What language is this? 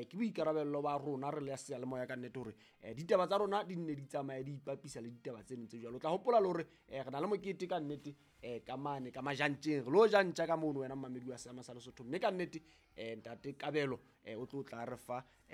Southern Sotho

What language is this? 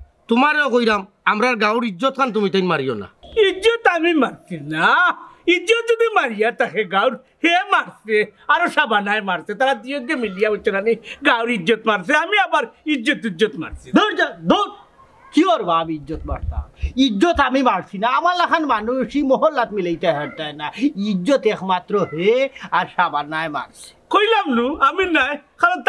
Sylheti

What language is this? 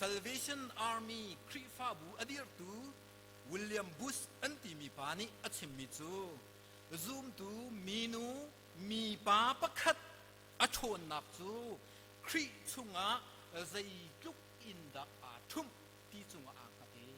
Hakha Chin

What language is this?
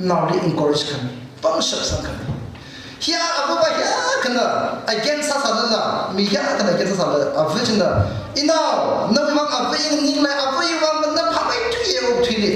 Tangkhul Naga (India)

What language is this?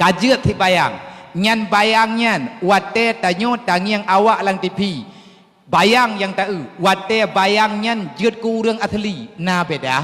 Achinese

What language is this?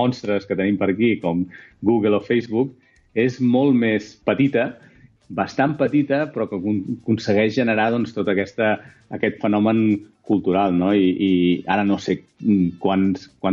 Catalan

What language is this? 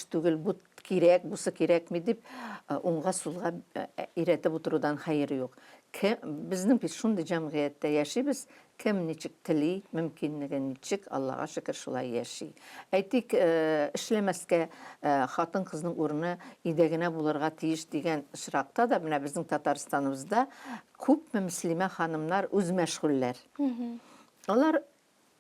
Tatar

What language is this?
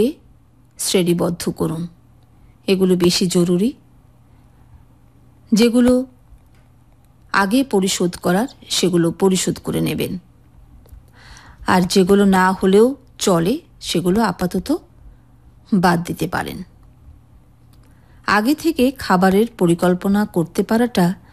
Bangla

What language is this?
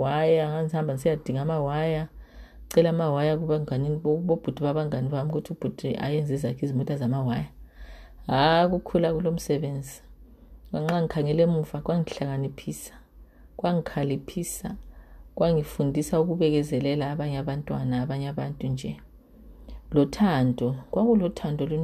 North Ndebele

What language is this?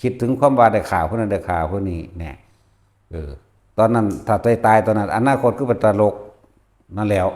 Northeastern Thai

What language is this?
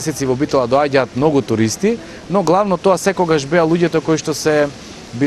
Macedonian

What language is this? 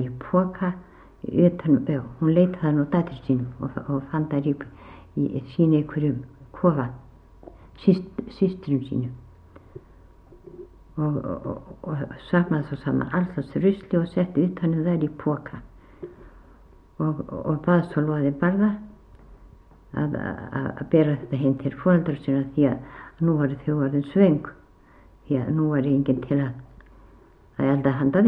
Icelandic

